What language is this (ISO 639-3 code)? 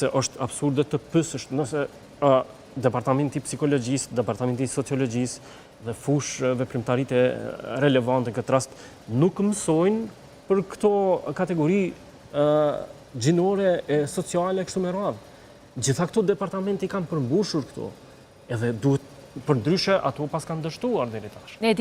sqi